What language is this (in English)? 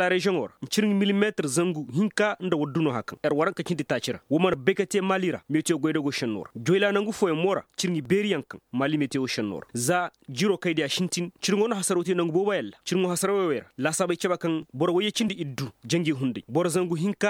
Koyraboro Senni